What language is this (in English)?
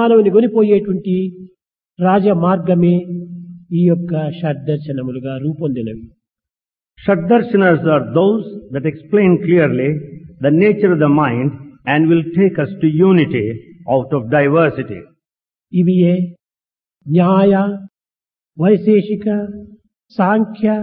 Telugu